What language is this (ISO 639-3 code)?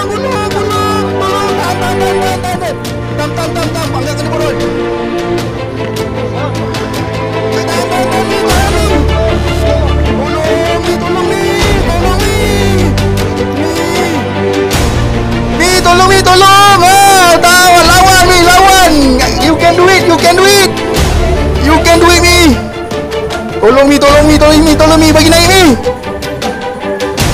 msa